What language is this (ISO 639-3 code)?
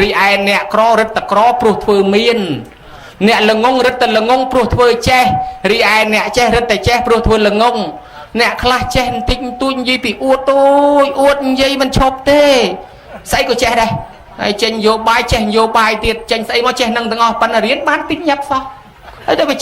khm